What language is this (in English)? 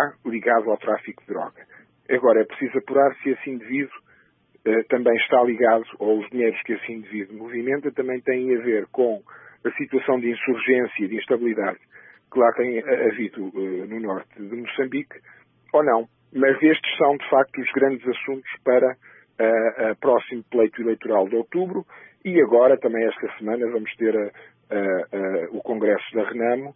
Portuguese